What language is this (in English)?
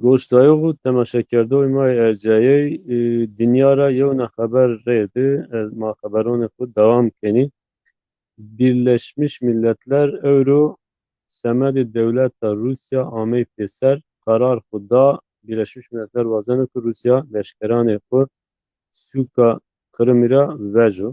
Zaza